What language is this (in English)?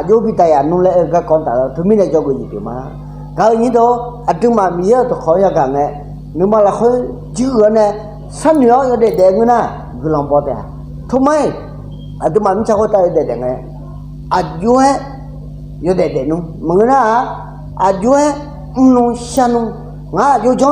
Akha